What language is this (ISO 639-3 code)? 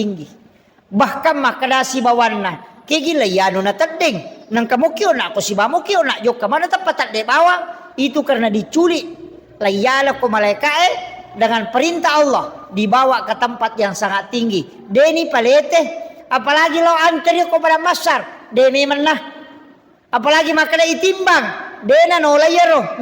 bug